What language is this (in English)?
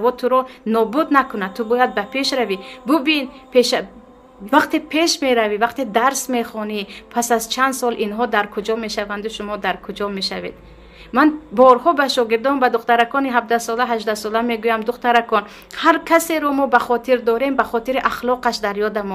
Tajik